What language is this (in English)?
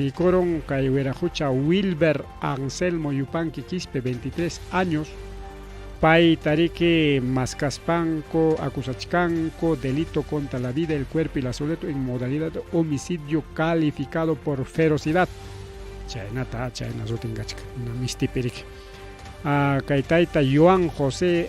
Ayacucho Quechua